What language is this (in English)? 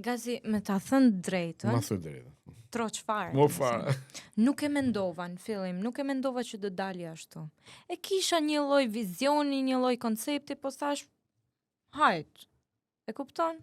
Albanian